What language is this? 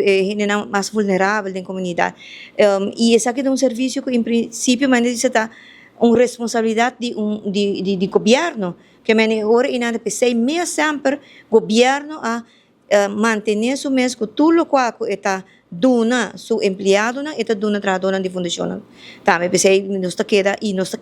Papiamento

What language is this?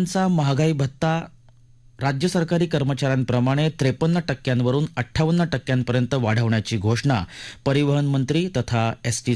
Marathi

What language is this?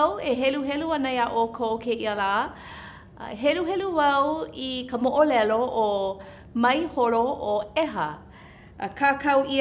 Hawaiian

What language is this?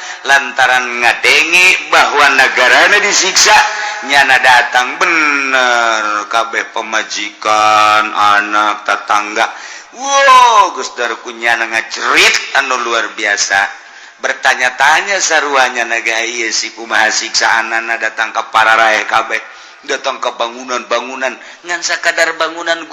Sundanese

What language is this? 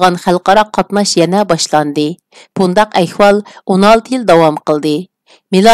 Uyghur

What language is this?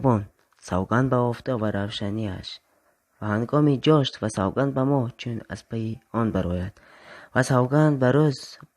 Tajik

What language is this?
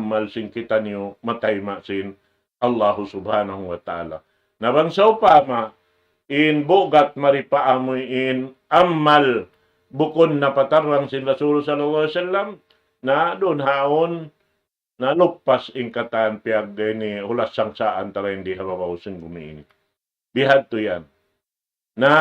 Tausug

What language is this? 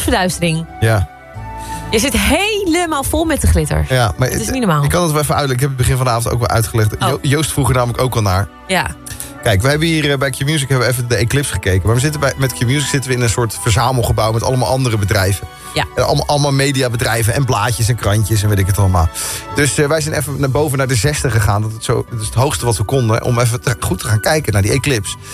Dutch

